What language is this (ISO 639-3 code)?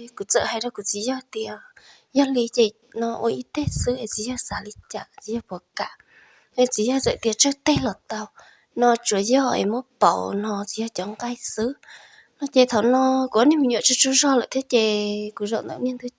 hmn